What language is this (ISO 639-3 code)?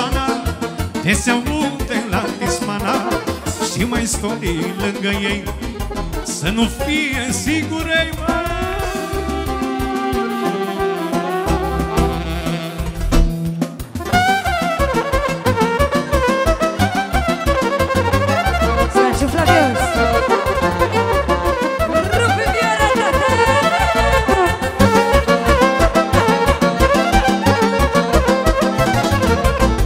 ron